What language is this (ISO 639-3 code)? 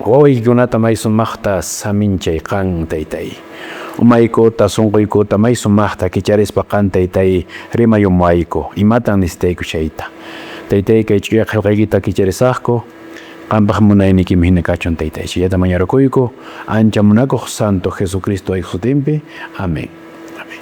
que